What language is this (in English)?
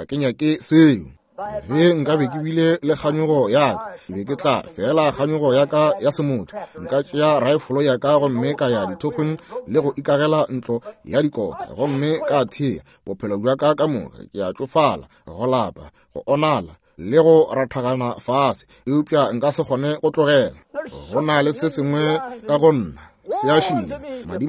Northern Sotho